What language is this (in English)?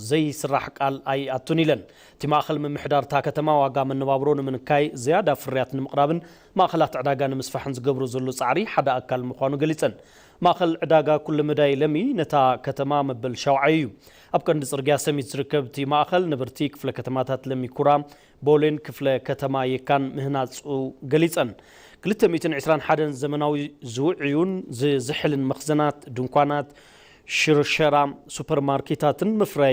Tigrinya